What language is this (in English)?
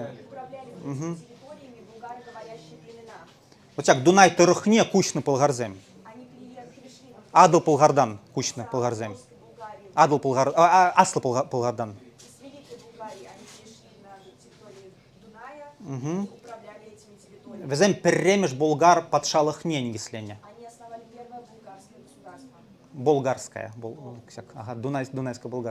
Chuvash